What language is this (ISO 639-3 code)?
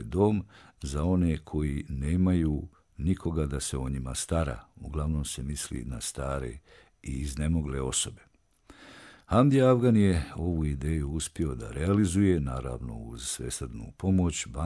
bos